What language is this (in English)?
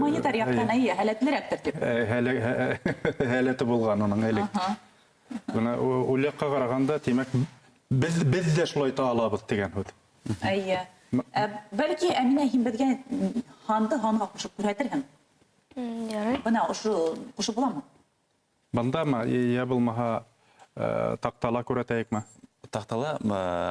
Bashkir